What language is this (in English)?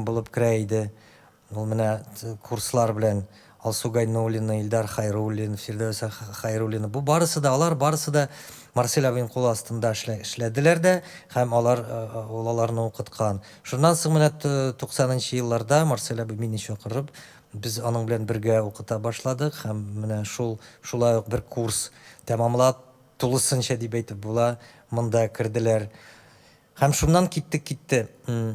Tatar